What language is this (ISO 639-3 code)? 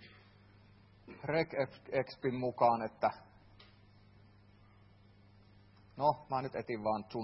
fin